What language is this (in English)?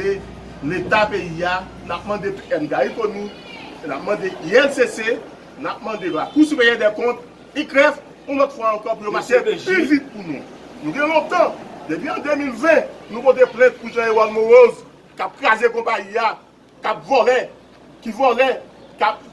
Haitian Creole